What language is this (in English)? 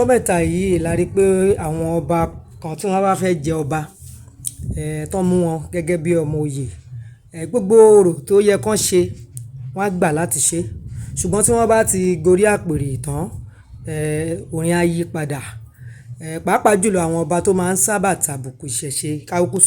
Yoruba